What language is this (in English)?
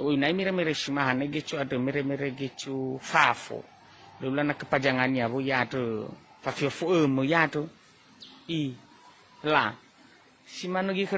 Nias